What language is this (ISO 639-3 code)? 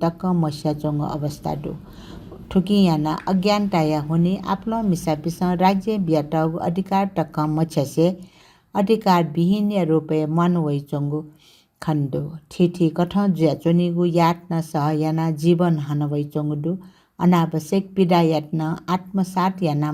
new